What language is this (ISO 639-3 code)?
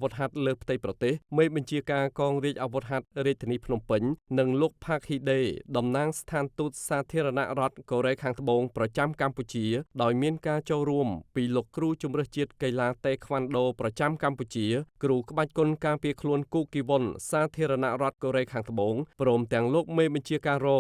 khm